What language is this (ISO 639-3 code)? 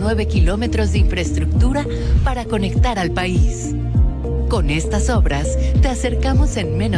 spa